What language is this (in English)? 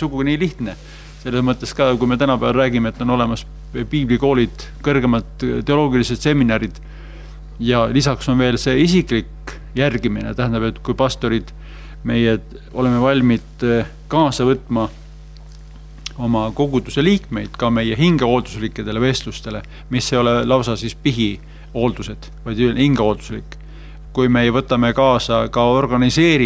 Estonian